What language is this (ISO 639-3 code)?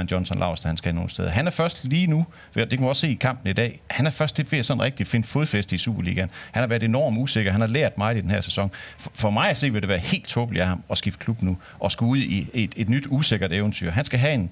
dan